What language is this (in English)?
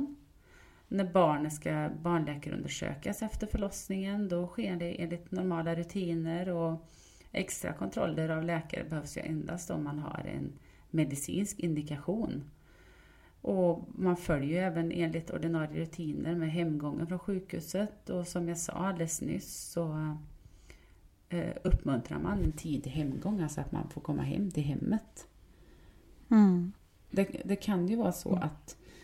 Swedish